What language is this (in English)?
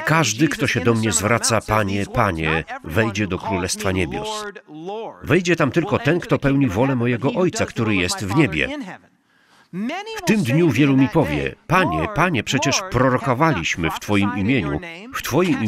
Polish